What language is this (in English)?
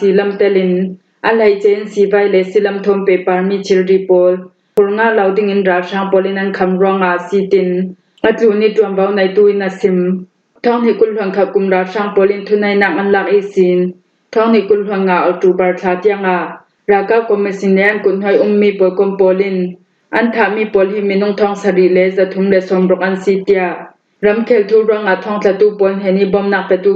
Falam Chin